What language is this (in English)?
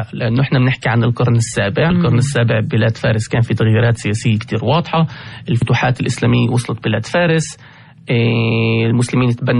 North Levantine Arabic